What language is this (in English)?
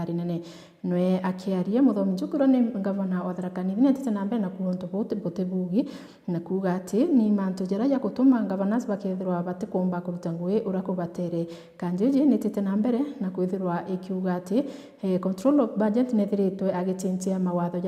Meru